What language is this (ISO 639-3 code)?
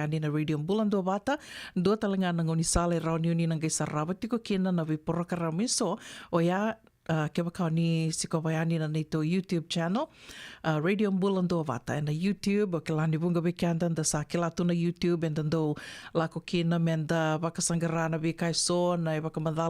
fij